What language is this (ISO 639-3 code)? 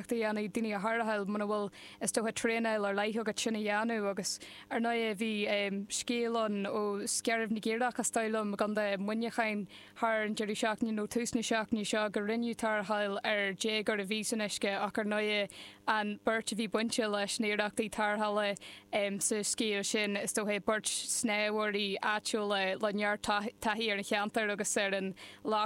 gle